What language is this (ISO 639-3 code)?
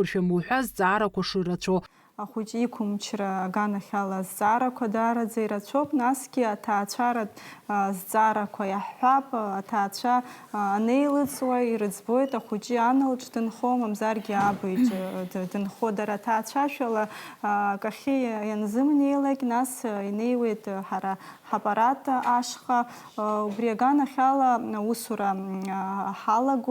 abk